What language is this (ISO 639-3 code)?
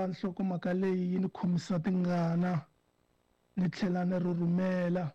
tso